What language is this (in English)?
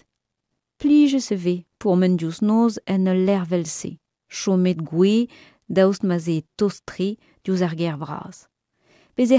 Breton